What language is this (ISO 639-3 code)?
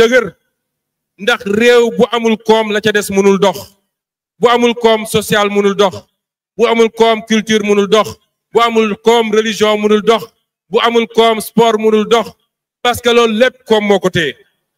wol